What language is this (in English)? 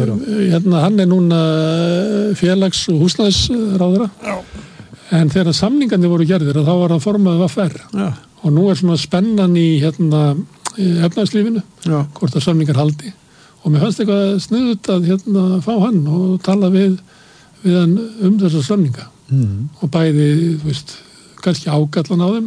Icelandic